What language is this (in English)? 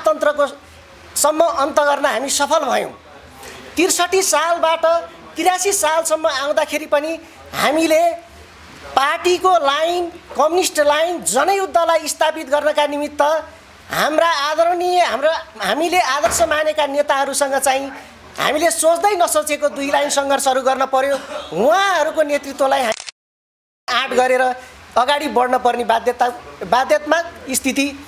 Nepali